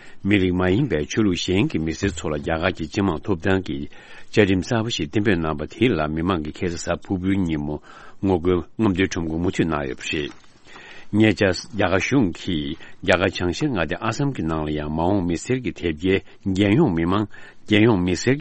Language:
Tibetan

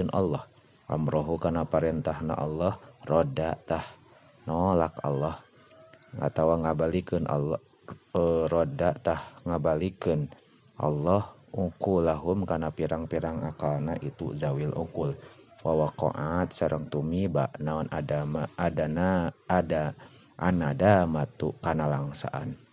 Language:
Sundanese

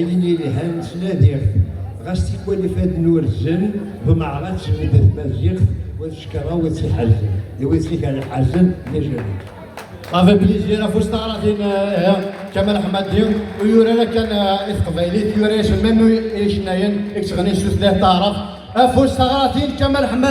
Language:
Kabyle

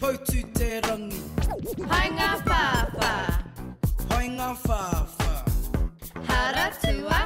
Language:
Māori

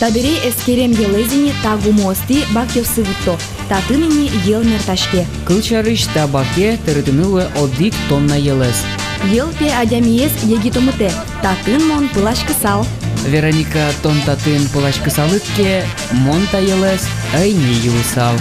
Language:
Udmurt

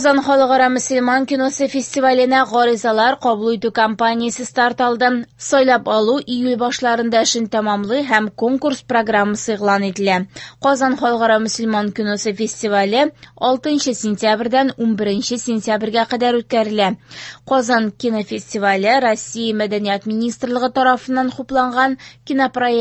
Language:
Tatar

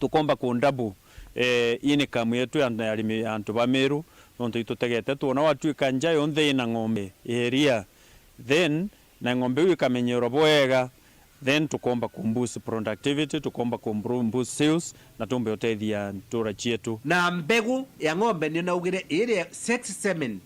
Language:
Meru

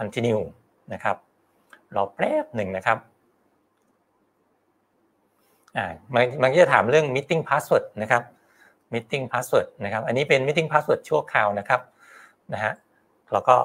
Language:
Thai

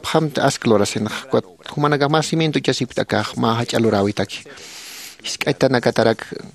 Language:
Aymara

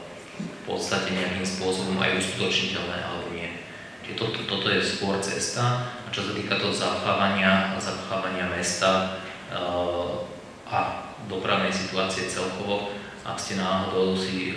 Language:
Slovak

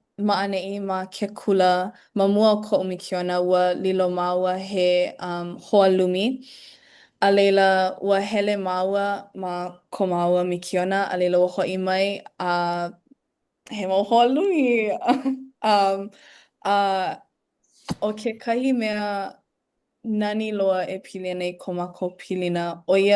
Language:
Hawaiian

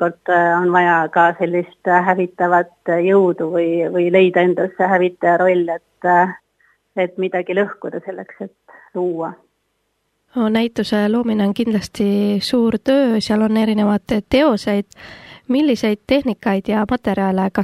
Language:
Estonian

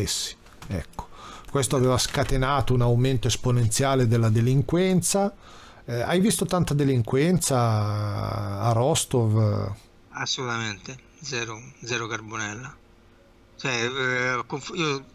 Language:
Italian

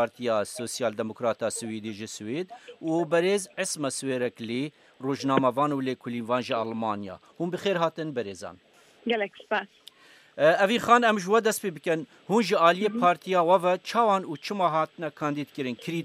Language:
Kurdish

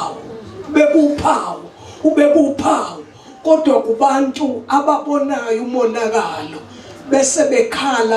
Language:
Zulu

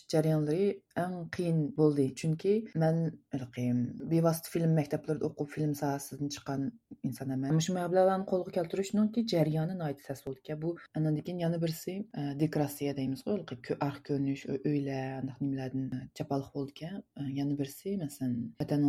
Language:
Uyghur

